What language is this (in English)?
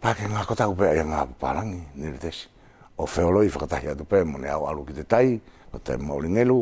Wallisian